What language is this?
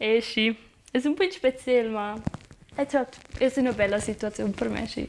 Romansh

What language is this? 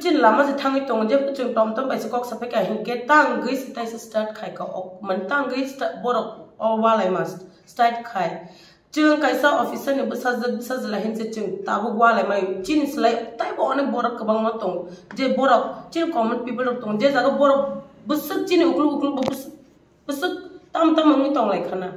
Kok Borok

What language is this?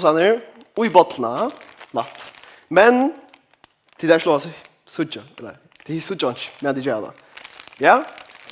Faroese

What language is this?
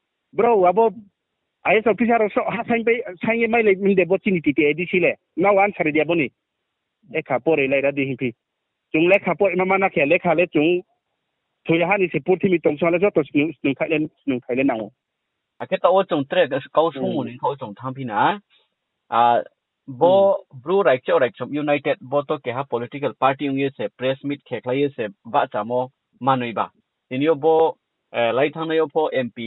Riang (India)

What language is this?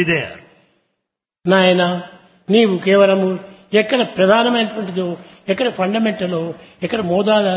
Telugu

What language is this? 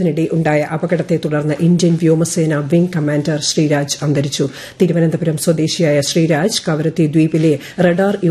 Malayalam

